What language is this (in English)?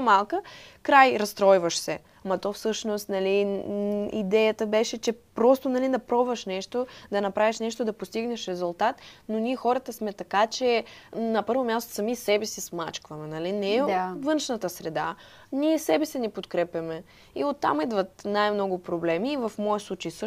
Bulgarian